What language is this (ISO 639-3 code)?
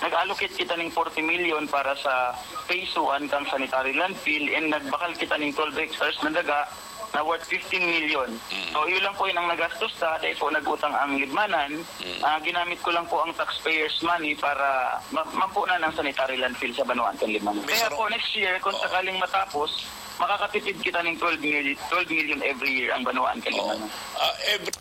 bik